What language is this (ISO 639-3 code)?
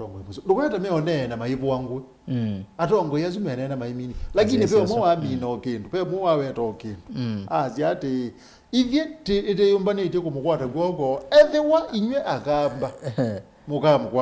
kam